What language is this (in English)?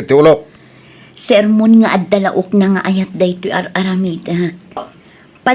Iloko